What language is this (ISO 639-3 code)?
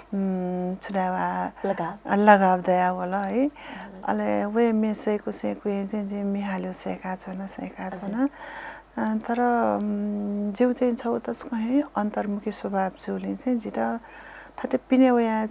new